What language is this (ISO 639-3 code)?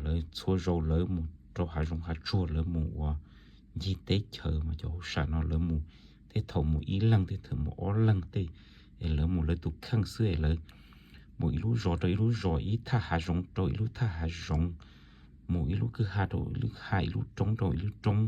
hmn